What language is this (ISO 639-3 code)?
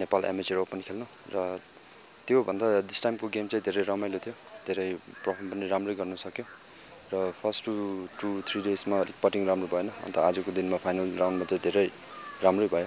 nep